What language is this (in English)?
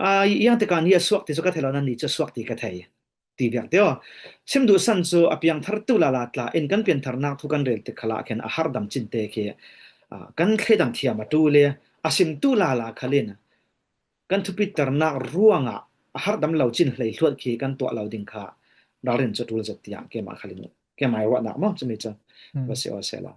Falam Chin